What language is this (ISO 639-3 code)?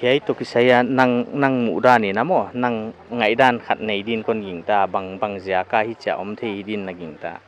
pck